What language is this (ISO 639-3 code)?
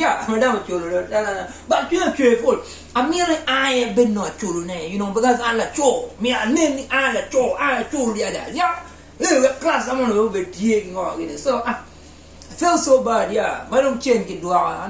ach